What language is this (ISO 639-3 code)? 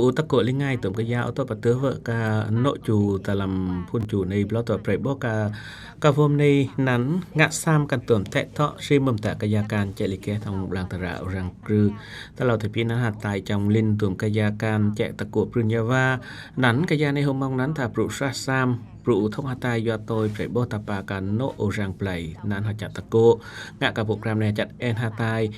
cjm